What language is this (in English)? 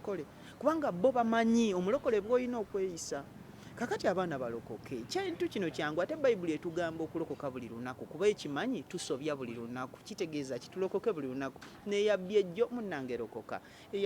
Ganda